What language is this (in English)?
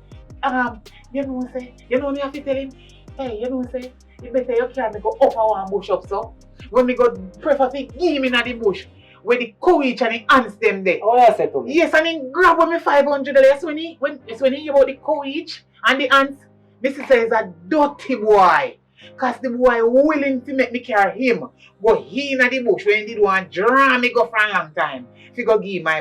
Jamaican Creole English